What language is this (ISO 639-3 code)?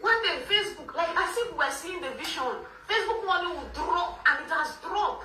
pcm